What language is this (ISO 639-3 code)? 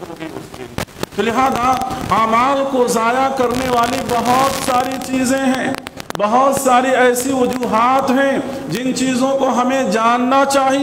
urd